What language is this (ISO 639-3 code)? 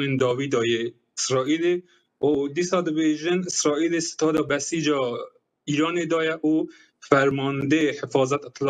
kur